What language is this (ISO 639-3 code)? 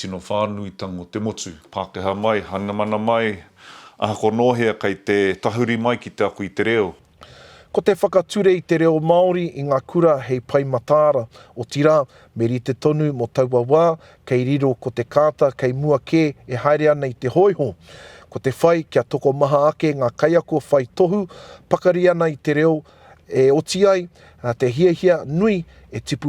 mri